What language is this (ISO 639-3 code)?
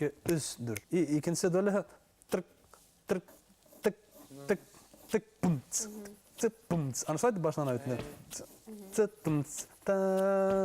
bak